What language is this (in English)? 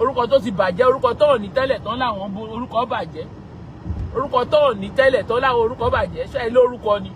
Yoruba